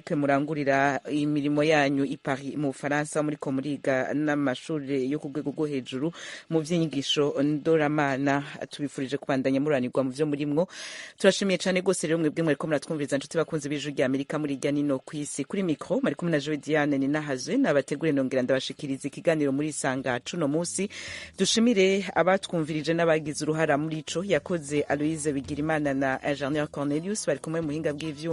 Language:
Rundi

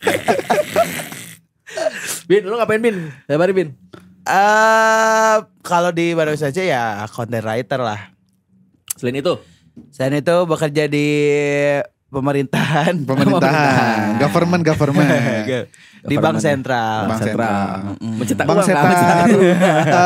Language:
Indonesian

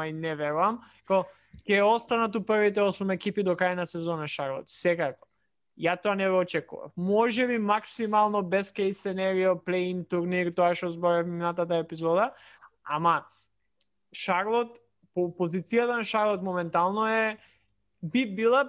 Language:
Macedonian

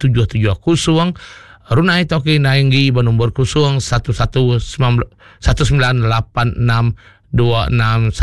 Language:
Iban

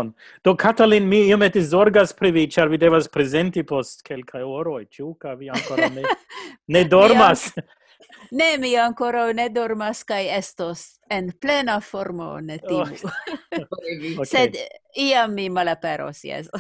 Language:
Esperanto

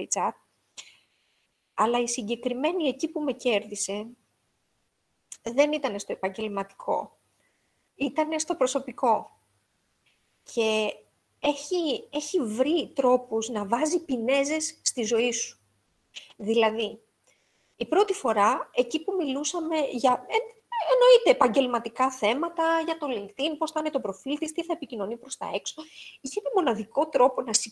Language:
Greek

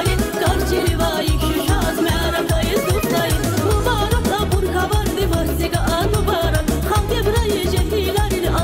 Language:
Tabassaran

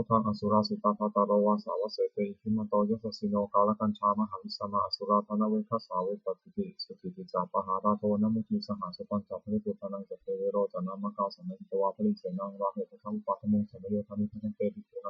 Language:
Pali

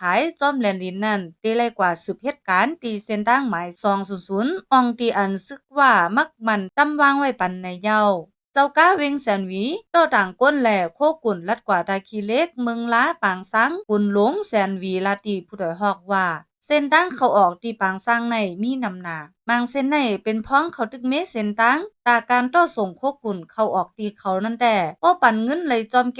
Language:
Shan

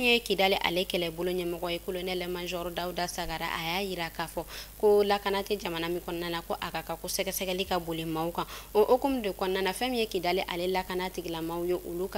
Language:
Bambara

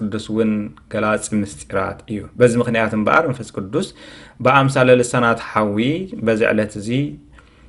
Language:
Tigrinya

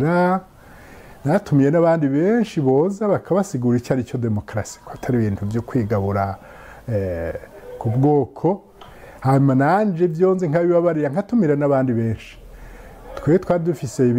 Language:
Rundi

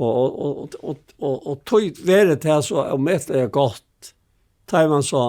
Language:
Faroese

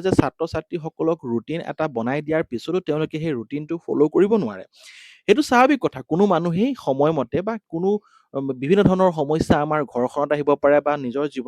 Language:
Assamese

